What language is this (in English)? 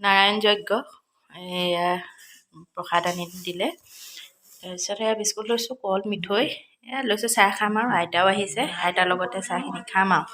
Assamese